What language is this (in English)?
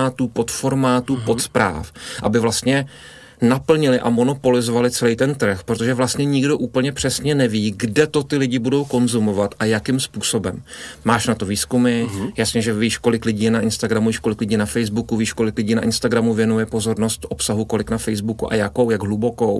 Czech